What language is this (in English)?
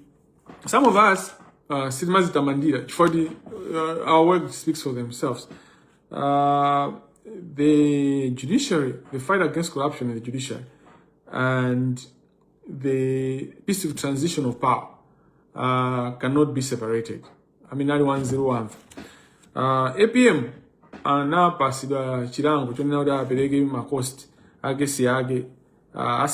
Nyanja